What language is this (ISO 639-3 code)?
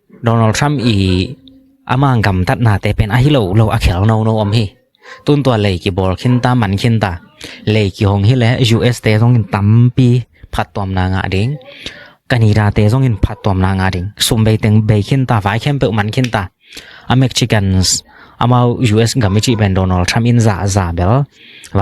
ctd